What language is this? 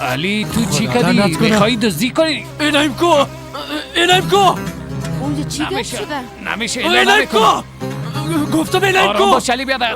Persian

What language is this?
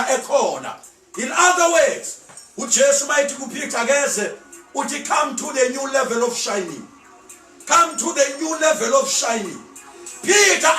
Zulu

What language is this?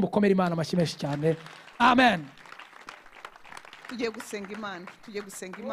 Kinyarwanda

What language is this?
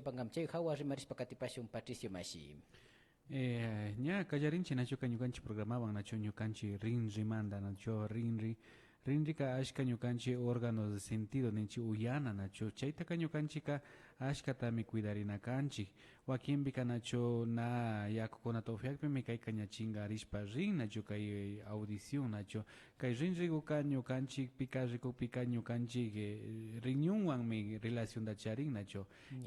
Imbabura Highland Quichua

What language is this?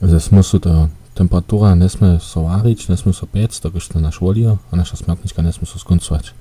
Upper Sorbian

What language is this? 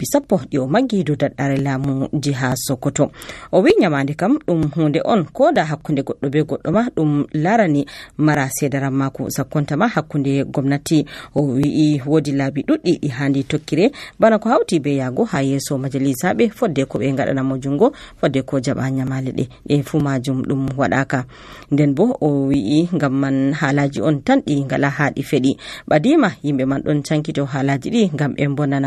Nigerian Fulfulde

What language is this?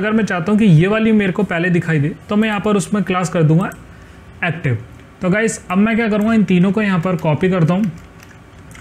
Hindi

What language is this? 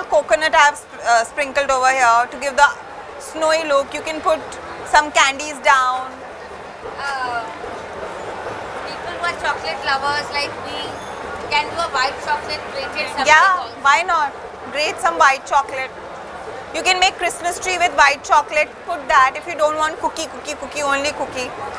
English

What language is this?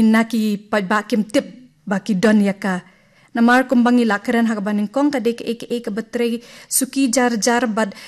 Khasi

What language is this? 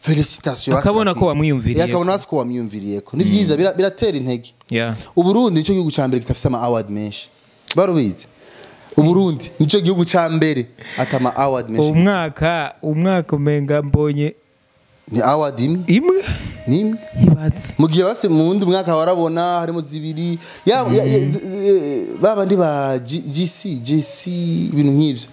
Rundi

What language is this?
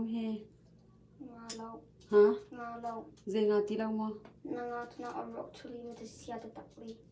Hakha Chin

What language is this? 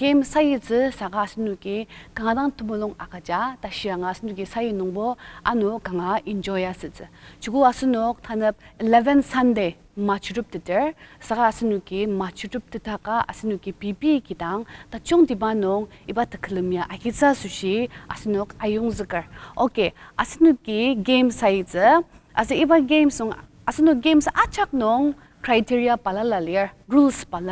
Ao Naga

